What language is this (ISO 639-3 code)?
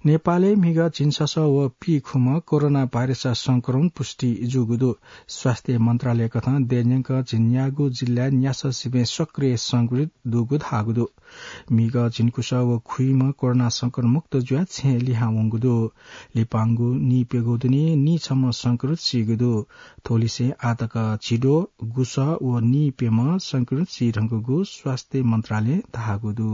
new